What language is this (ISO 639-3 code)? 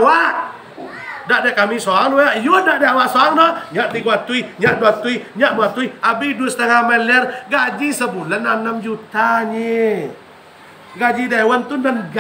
min